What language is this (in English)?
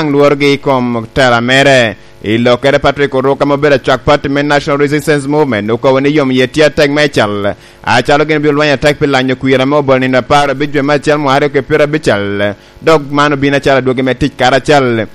Lango (Uganda)